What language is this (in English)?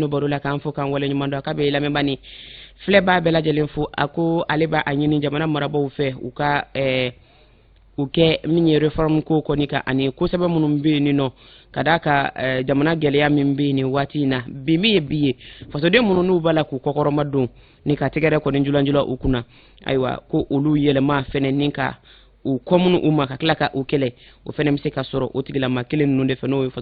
Bambara